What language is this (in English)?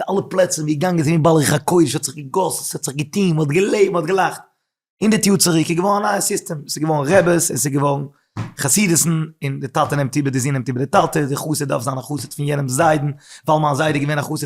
Yiddish